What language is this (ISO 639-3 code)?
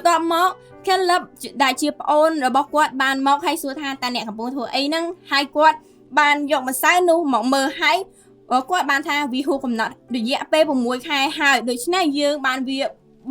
khm